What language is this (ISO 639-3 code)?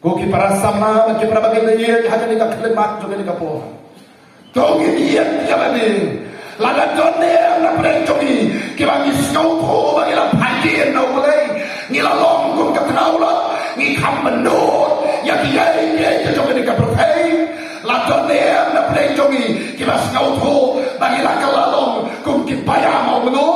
kha